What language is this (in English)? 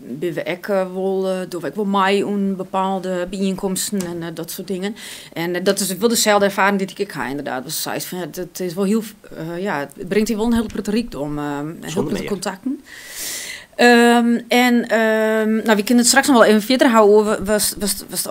Western Frisian